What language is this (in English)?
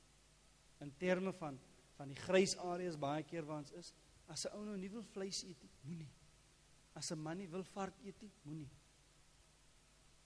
Afrikaans